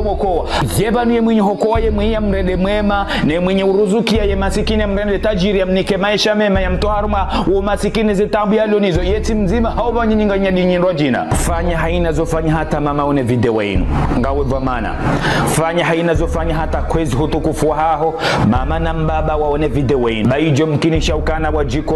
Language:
Ngazidja Comorian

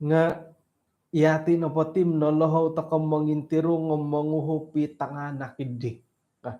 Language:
Central Dusun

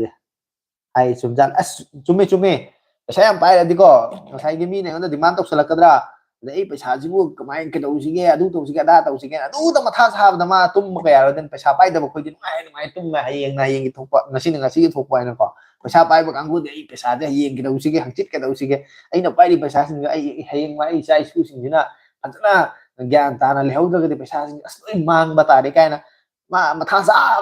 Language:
Manipuri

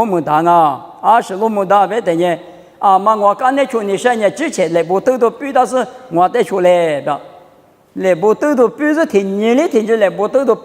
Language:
Lisu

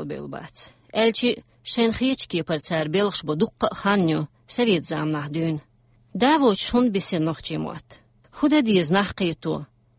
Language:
Chechen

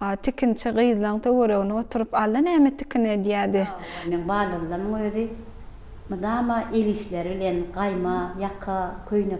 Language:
Turkmen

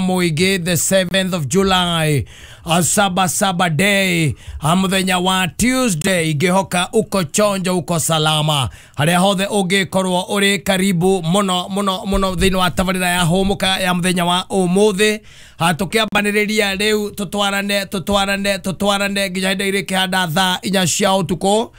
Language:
Kikuyu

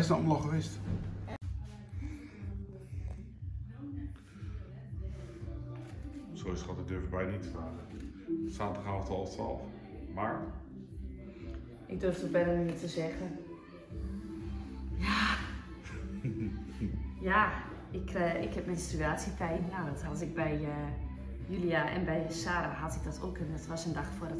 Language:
Dutch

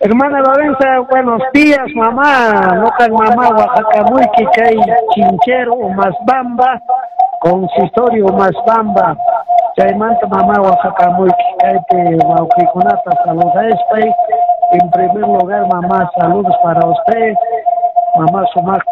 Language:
Quechua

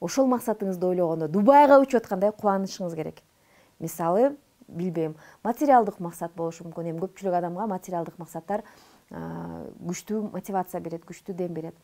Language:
Kyrgyz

